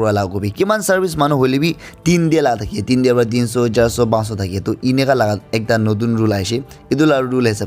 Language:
Naga Pidgin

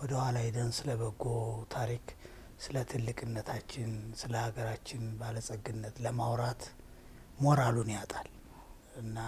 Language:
Amharic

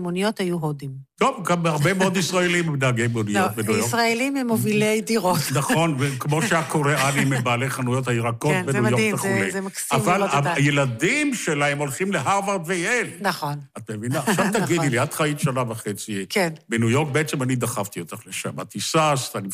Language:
Hebrew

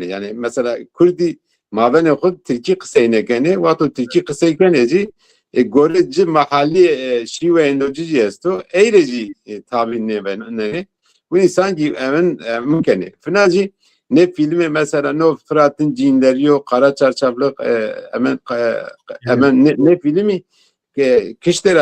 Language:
Zaza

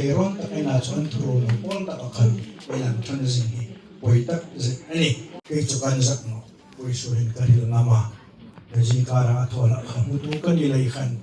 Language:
Hmar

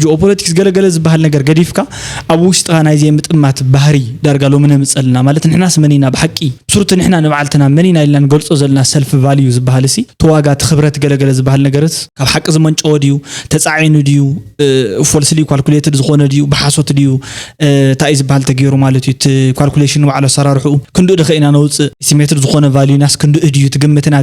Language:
Tigrinya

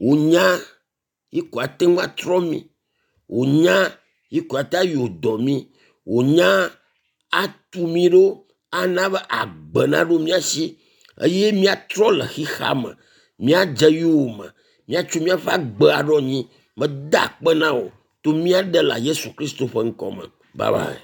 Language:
Ewe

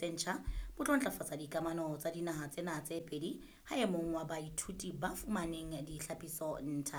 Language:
Southern Sotho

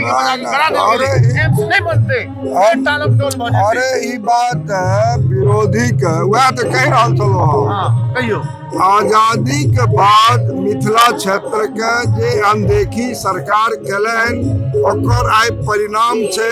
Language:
Maithili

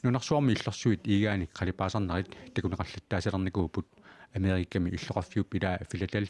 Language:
Kalaallisut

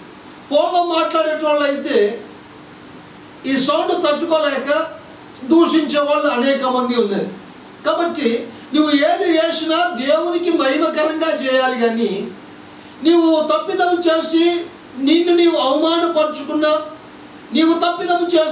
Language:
Telugu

